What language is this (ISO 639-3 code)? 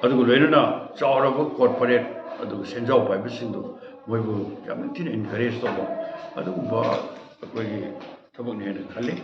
mni